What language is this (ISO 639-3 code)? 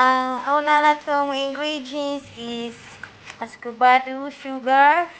ceb